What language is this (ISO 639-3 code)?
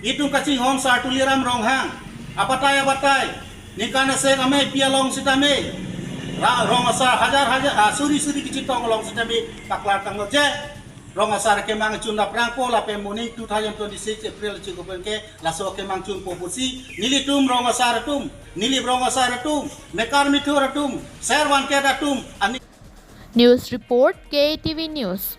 mjw